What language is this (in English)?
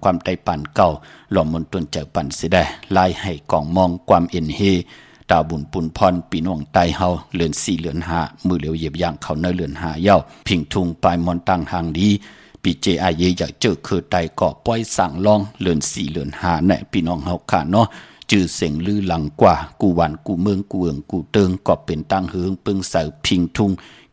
Shan